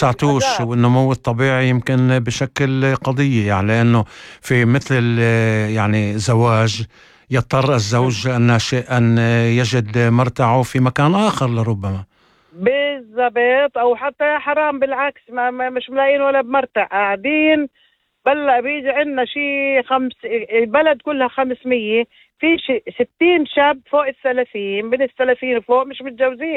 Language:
North Levantine Arabic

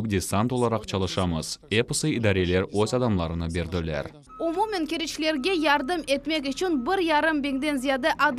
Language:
Crimean Tatar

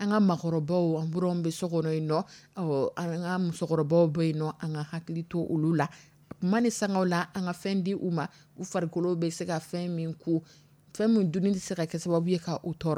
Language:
Dyula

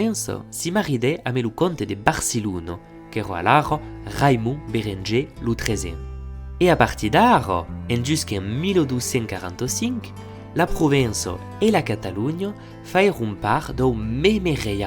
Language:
Occitan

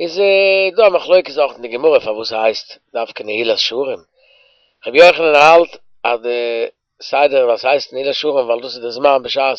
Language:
Yiddish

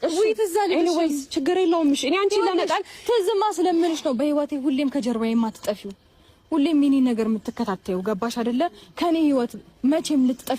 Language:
Amharic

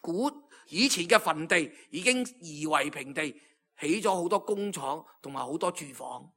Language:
Cantonese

